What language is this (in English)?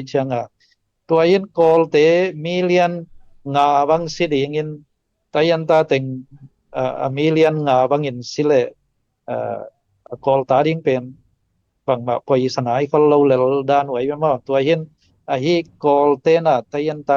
Tedim Chin